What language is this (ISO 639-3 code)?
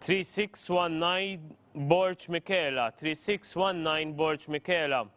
eng